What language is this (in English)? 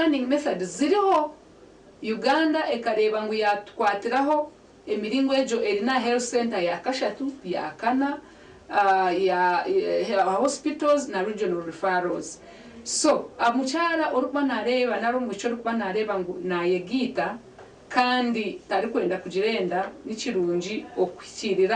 Nyankole